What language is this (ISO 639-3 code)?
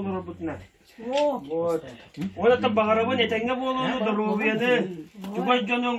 sah